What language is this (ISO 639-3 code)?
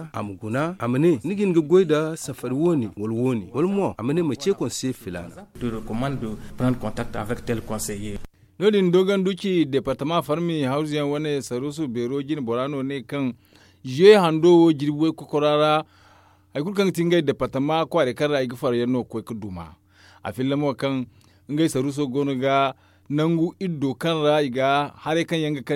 dje